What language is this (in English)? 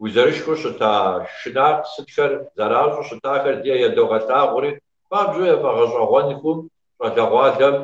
Kabardian